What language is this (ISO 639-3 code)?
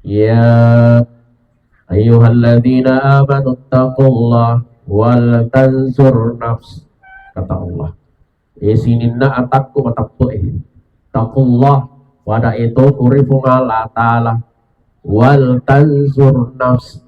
bug